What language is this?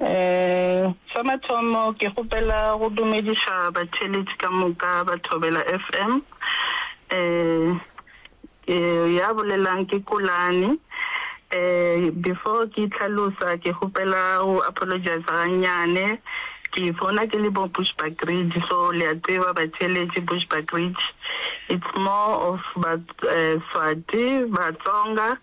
Northern Sotho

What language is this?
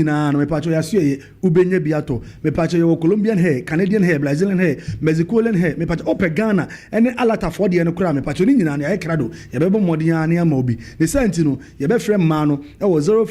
Akan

